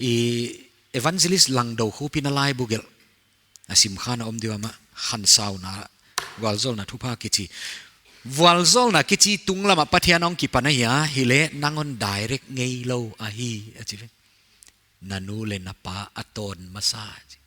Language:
Paite Chin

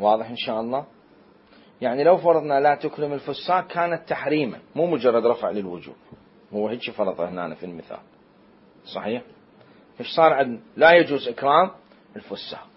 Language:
Mesopotamian Arabic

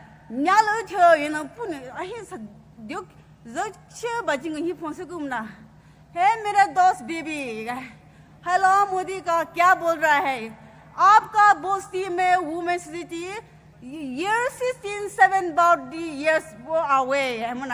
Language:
Poumei Naga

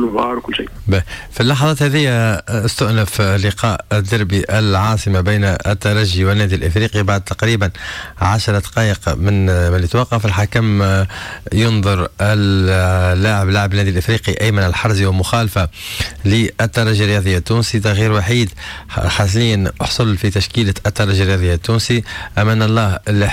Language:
Tunisian Arabic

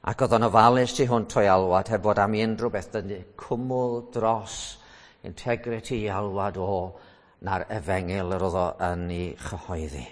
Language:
Welsh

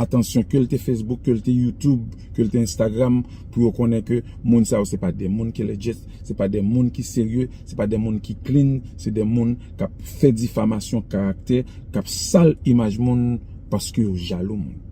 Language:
Haitian Creole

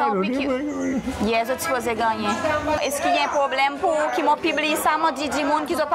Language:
Seselwa Creole French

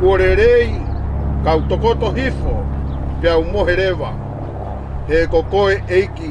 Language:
Tongan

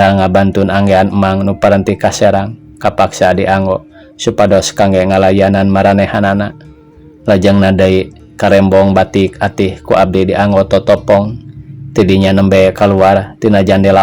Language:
Sundanese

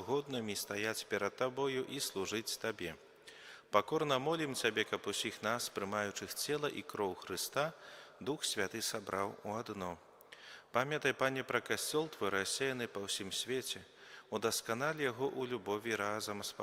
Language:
Belarusian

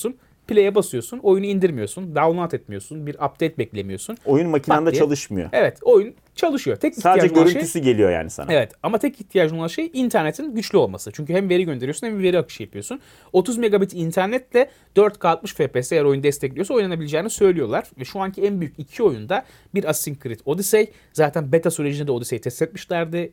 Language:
Turkish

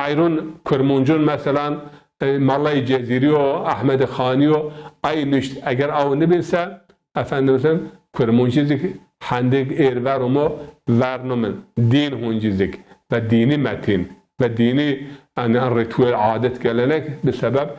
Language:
Zaza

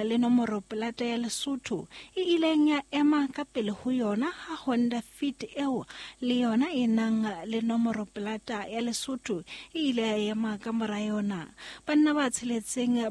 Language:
Southern Sotho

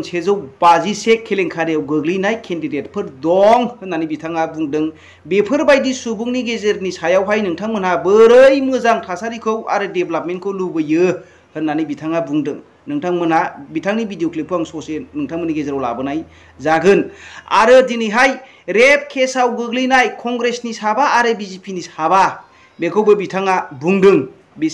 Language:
Bodo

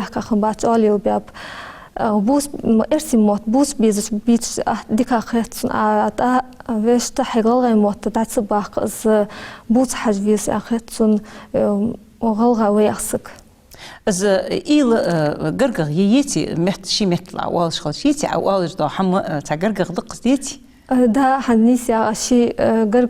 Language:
Ingush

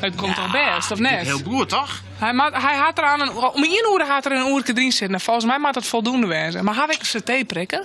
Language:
Western Frisian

